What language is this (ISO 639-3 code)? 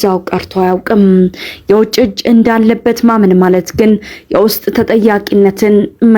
amh